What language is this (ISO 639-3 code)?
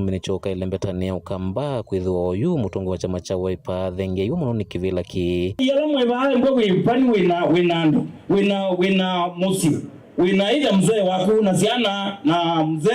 kam